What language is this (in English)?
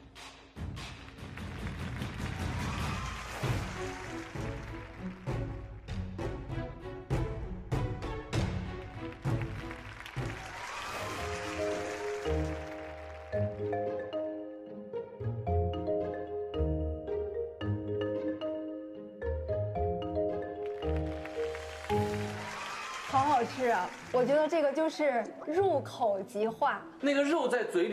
Chinese